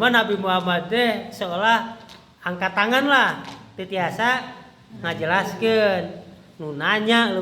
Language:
Sundanese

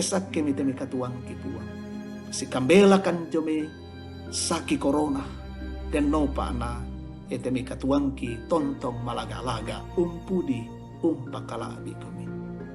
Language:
Toraja-Sa'dan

